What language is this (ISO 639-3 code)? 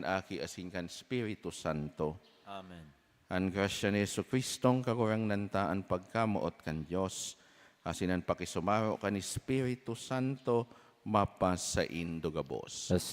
bik